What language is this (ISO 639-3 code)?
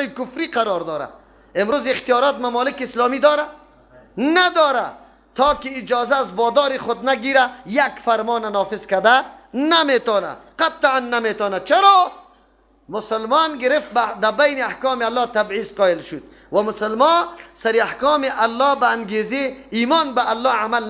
fas